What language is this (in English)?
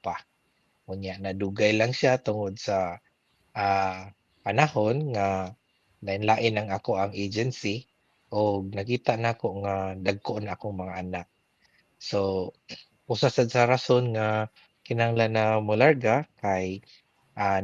Cebuano